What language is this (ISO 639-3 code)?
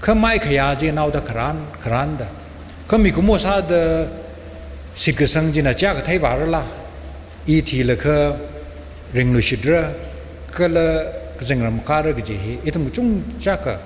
nmf